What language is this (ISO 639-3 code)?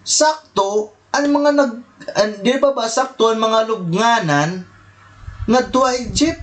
war